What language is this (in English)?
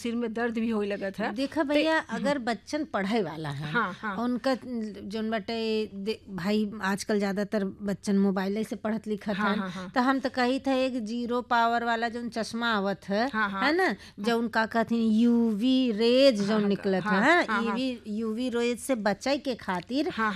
Bhojpuri